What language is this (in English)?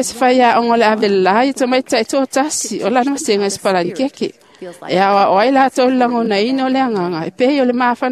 Samoan